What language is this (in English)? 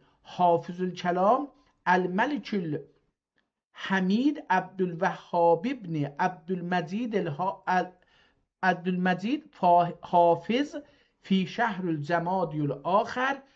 South Azerbaijani